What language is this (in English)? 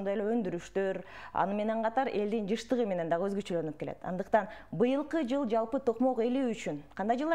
Kyrgyz